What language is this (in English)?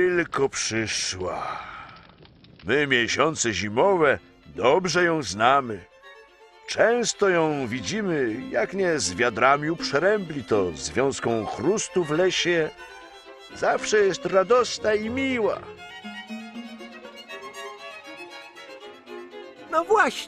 Polish